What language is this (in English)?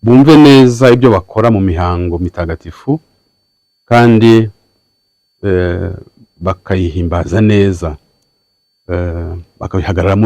Kinyarwanda